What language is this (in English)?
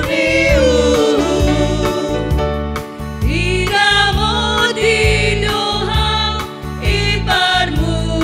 Batak Simalungun